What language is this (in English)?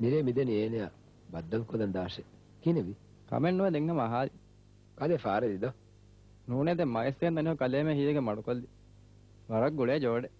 Divehi